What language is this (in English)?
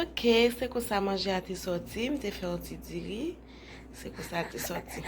Haitian Creole